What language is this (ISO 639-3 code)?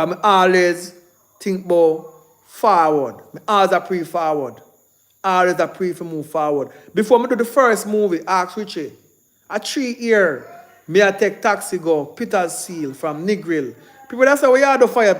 jam